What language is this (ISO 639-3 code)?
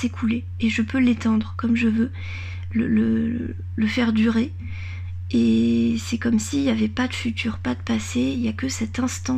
fra